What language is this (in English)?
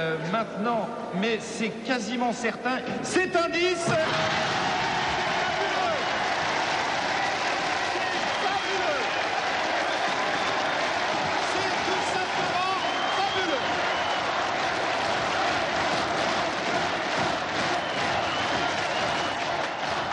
French